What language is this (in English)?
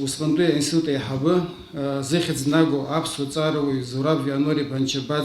Abkhazian